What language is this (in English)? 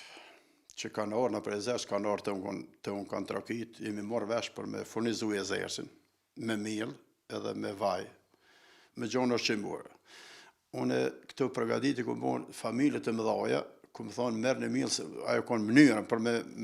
Albanian